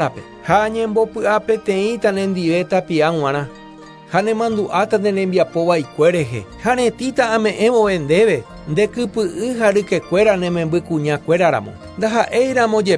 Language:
Guarani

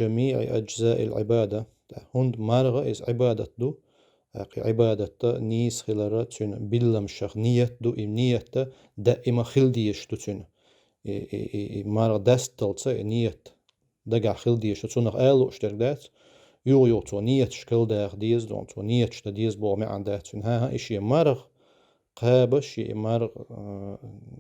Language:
Chechen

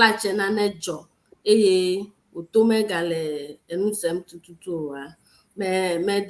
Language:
Ewe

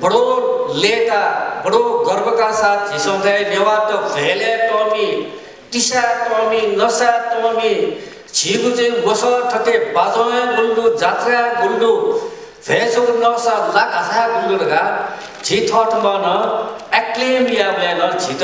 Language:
Newari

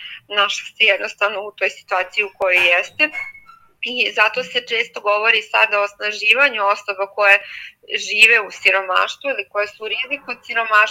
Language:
Serbian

